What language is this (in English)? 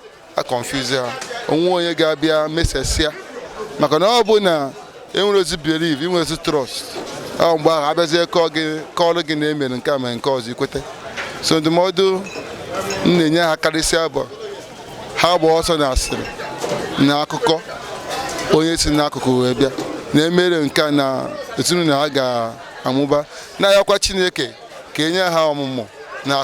Igbo